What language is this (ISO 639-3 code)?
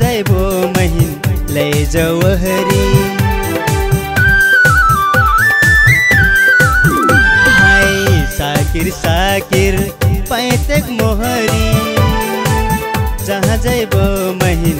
bho